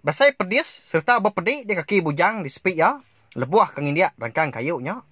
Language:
Iban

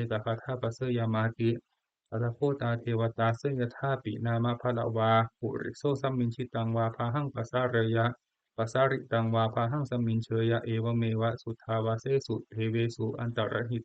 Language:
Pali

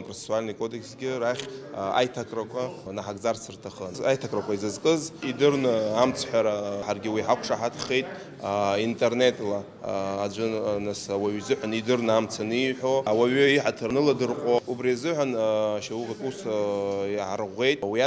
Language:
Abkhazian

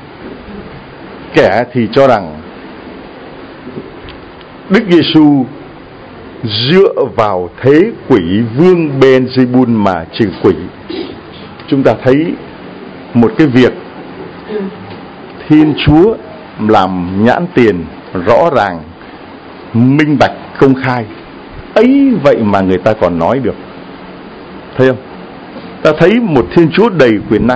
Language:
Vietnamese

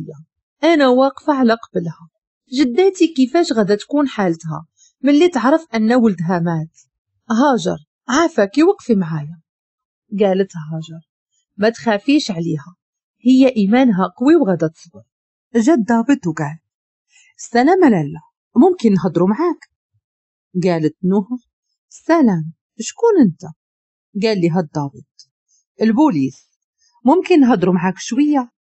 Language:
Moroccan Arabic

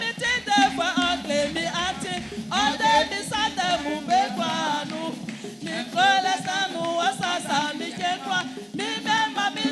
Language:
Baoulé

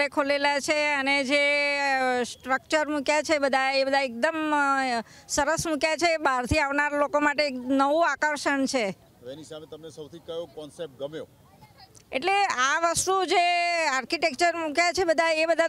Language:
Gujarati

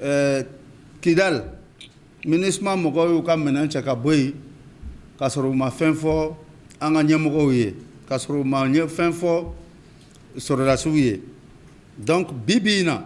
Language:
Bambara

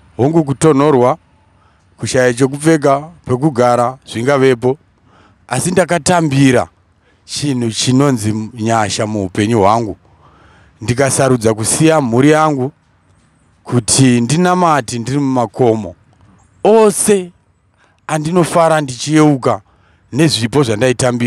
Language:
Shona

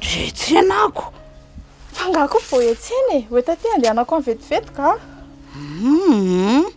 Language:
Malagasy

